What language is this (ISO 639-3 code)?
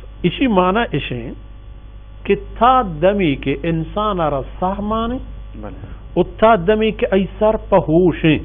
bal